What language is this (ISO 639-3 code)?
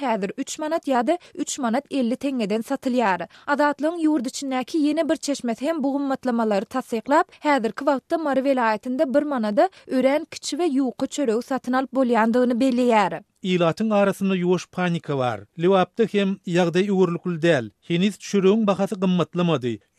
tuk